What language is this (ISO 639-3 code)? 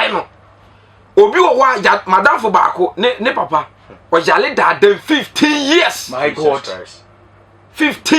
aka